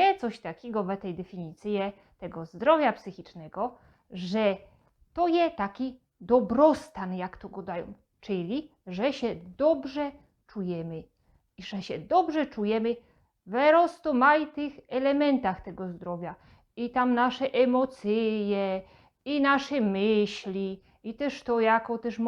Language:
Silesian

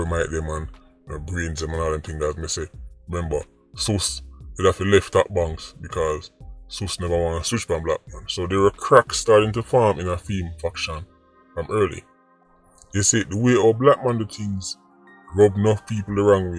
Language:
Jamaican Creole English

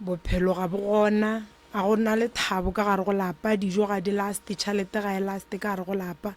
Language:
Northern Sotho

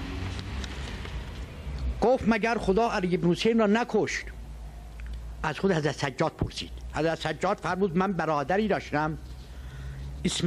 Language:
Persian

